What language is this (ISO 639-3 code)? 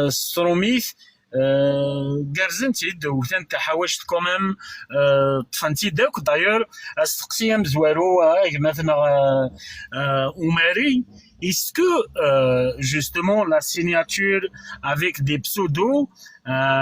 kab